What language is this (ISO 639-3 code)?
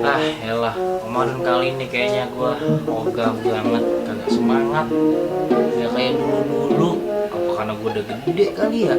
bew